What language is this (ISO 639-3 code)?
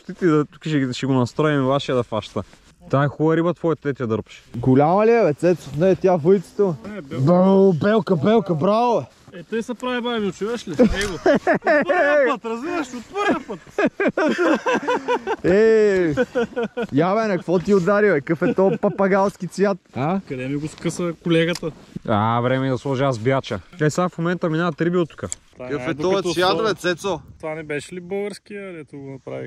bul